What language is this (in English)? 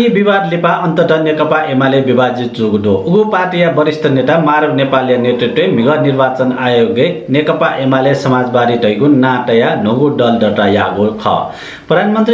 Newari